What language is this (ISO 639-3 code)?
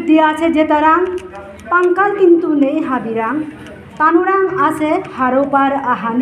bpy